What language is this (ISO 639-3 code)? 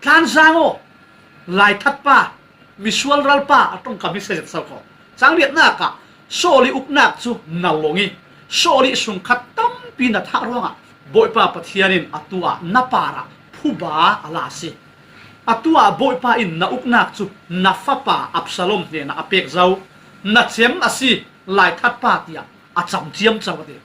cfm